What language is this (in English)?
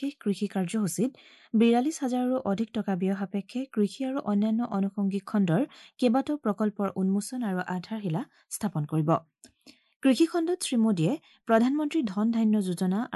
Assamese